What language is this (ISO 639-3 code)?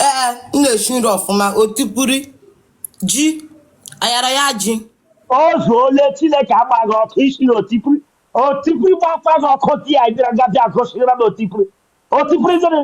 ibo